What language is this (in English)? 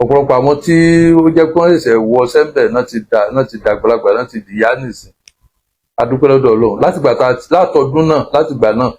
Yoruba